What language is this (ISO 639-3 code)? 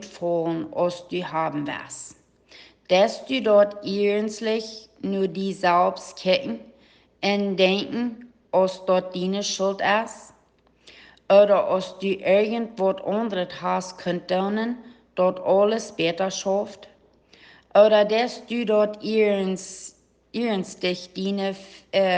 pdt